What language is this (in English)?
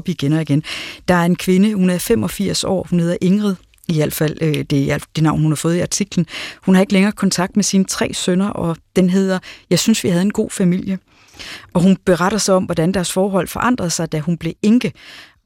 Danish